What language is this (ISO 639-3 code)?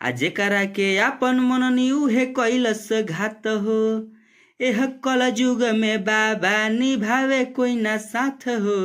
bho